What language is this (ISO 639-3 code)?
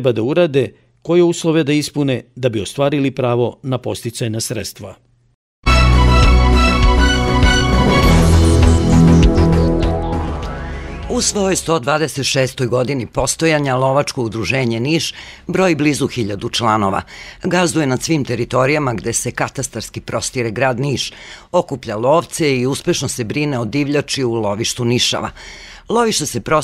srp